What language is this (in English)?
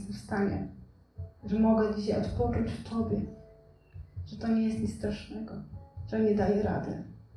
Polish